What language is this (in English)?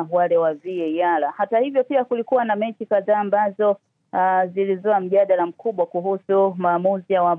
Swahili